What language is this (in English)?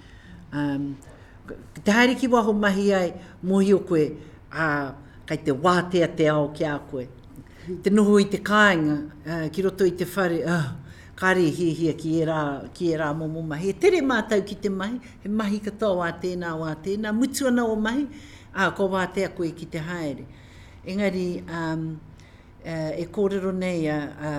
Māori